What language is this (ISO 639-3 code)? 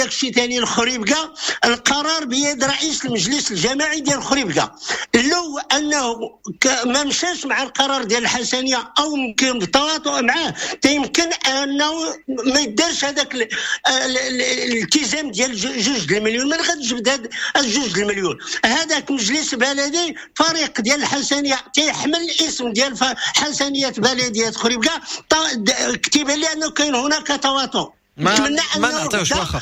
ary